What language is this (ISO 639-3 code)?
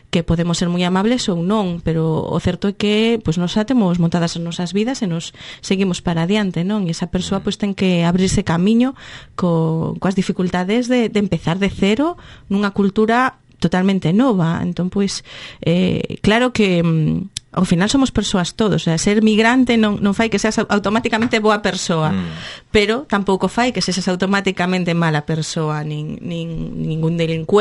glg